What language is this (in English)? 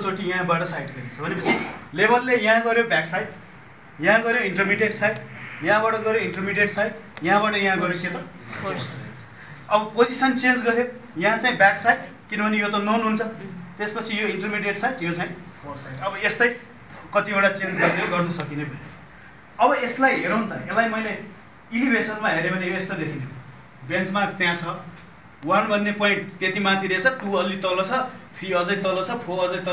Nepali